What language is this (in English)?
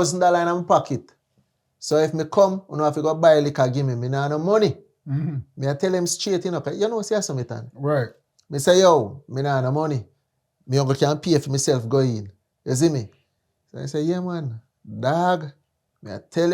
Jamaican Creole English